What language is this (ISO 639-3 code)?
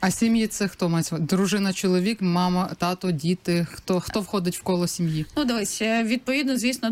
ukr